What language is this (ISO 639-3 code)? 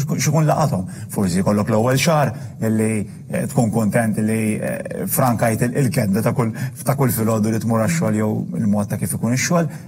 mlt